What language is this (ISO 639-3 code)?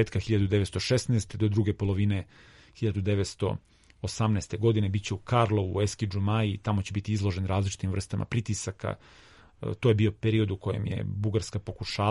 srp